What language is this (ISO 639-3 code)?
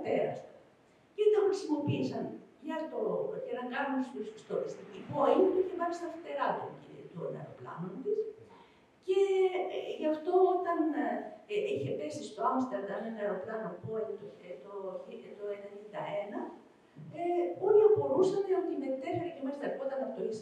ell